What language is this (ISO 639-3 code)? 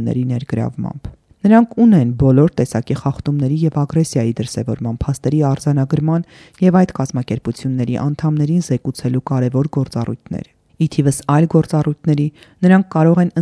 hye